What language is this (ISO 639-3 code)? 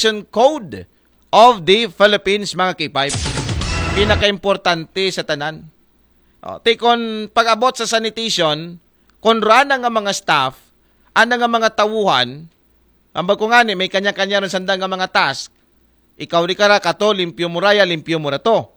akl